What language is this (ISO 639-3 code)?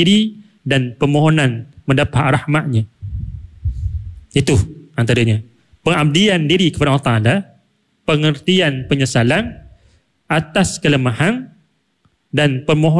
msa